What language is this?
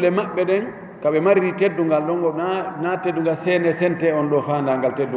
Fula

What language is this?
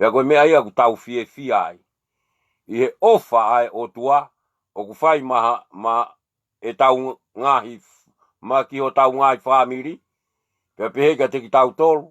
Tongan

